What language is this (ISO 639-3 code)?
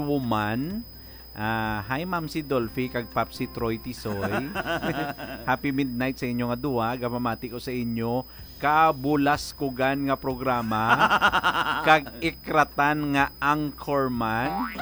hil